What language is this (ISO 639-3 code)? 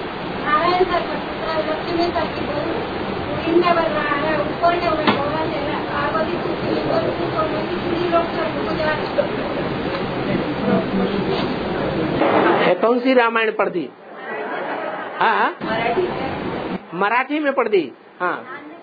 hin